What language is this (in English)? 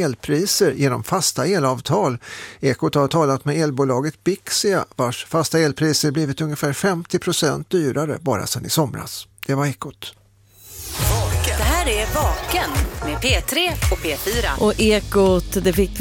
Swedish